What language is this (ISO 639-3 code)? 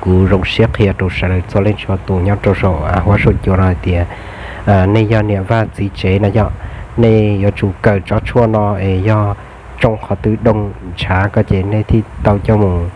hmn